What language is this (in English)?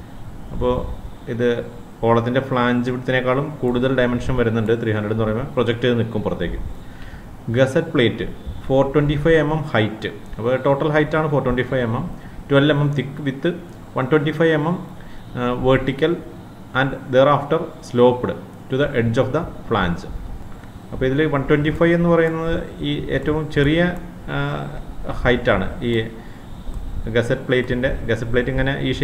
Malayalam